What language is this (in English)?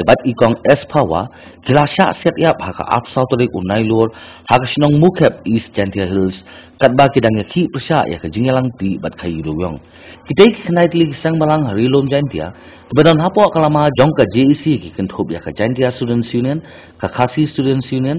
Khasi